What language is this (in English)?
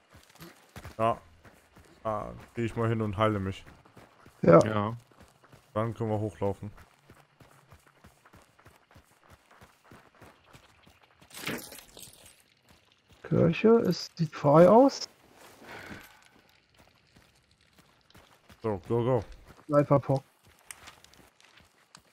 German